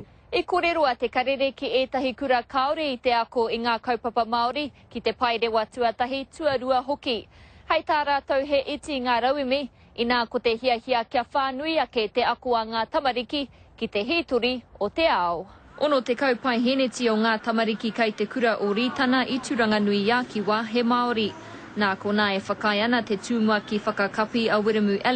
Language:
Māori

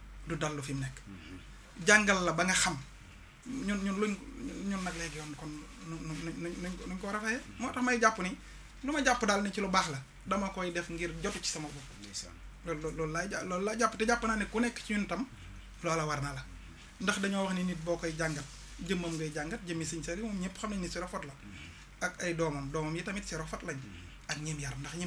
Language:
Wolof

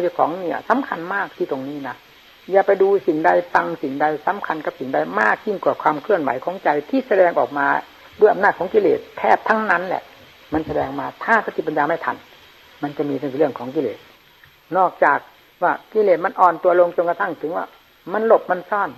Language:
Thai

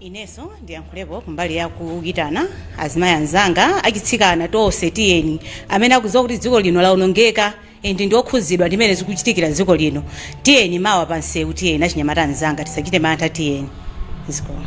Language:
Nyanja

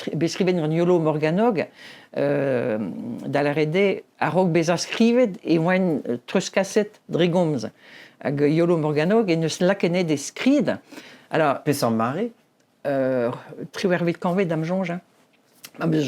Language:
Breton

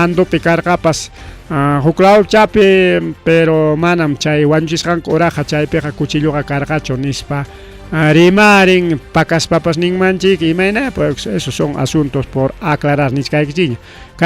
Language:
Ayacucho Quechua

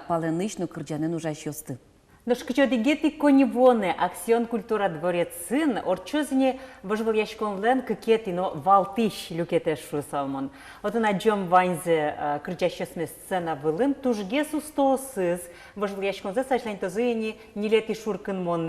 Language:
Udmurt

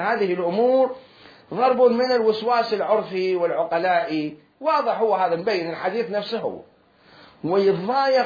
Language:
Mesopotamian Arabic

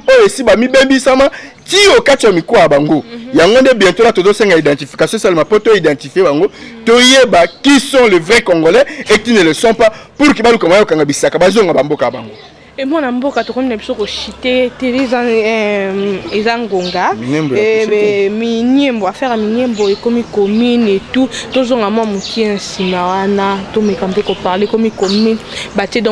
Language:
Lingala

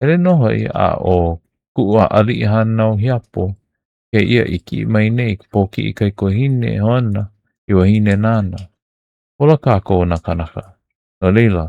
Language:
Hawaiian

